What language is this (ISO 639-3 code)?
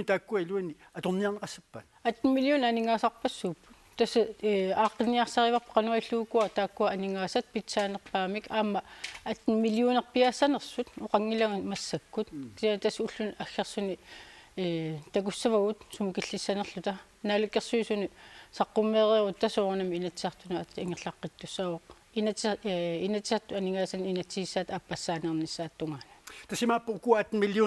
kal